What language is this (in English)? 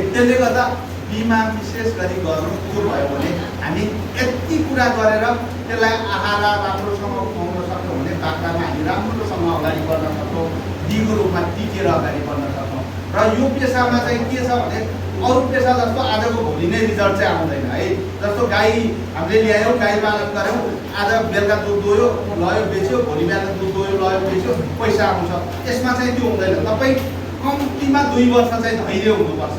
Nepali